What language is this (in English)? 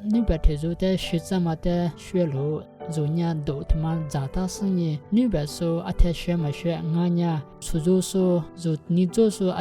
Lisu